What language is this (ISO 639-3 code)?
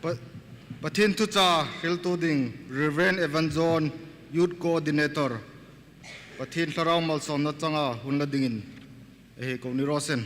hmr